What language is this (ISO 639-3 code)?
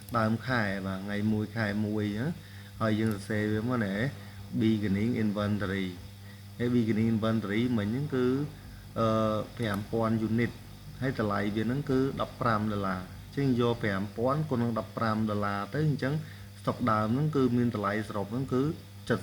khm